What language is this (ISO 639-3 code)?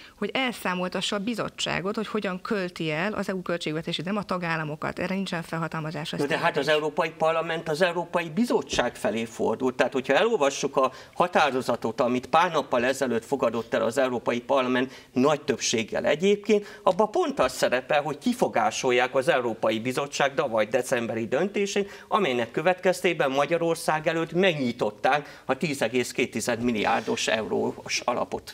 hun